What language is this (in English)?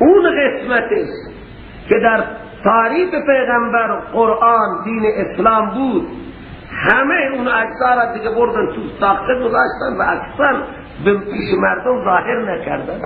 Persian